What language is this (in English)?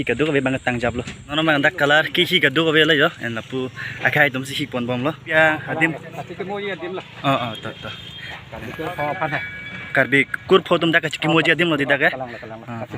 Karbi